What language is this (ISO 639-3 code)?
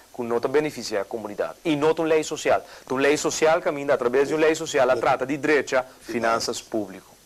pap